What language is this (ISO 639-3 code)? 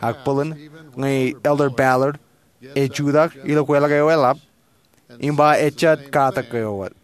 mah